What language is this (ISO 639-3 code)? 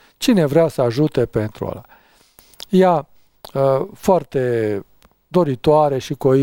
ron